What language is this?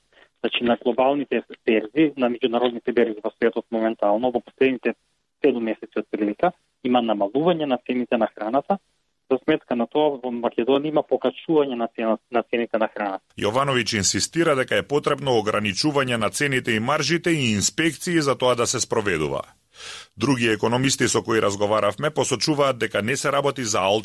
Macedonian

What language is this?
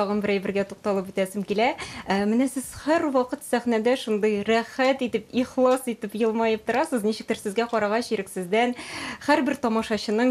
Tatar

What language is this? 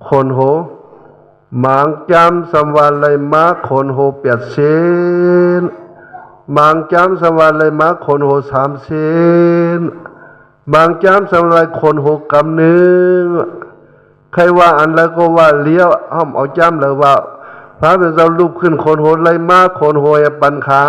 Shan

